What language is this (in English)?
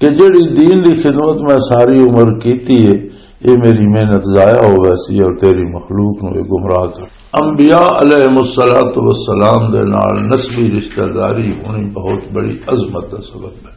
Western Panjabi